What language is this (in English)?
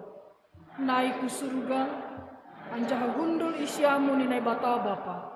Batak Simalungun